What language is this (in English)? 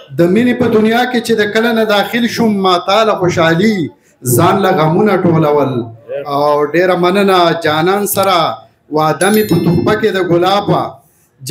Pashto